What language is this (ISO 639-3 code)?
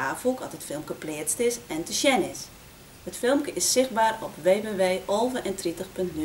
fry